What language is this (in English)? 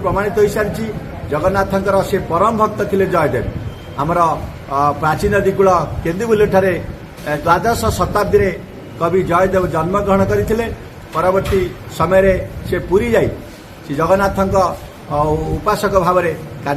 Odia